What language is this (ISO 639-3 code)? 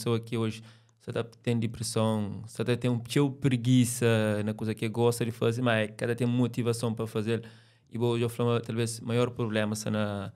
kea